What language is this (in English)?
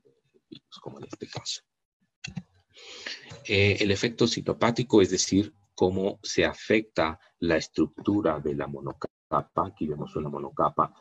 Spanish